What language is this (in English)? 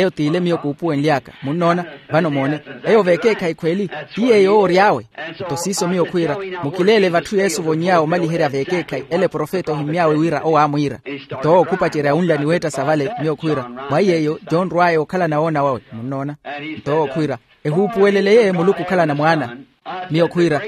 Makhuwa